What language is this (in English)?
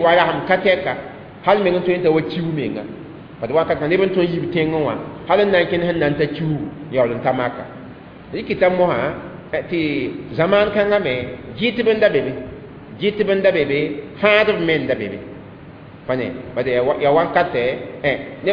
Mossi